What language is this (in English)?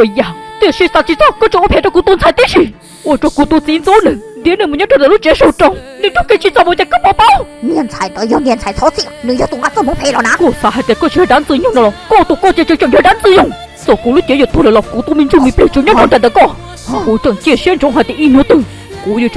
Hmong